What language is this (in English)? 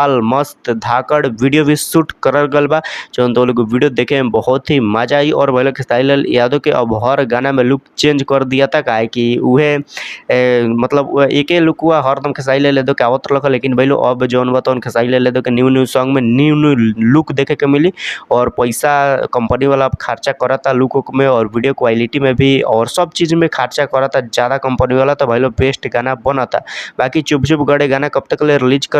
Bhojpuri